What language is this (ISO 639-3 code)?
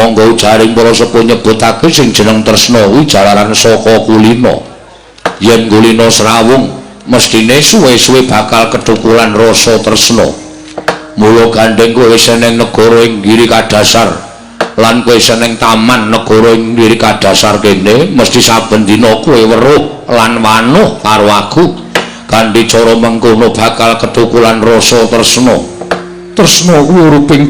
jav